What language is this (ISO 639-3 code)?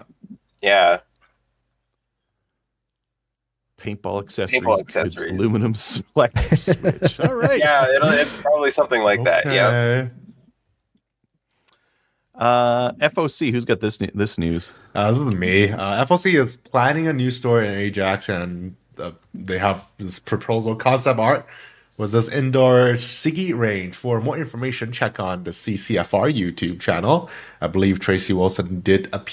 eng